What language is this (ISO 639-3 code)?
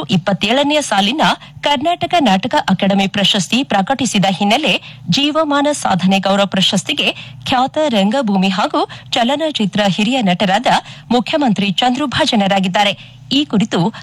kan